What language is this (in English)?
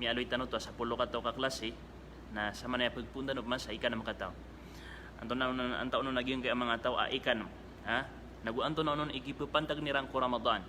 Maranao